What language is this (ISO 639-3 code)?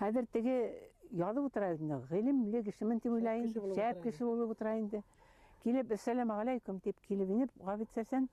bak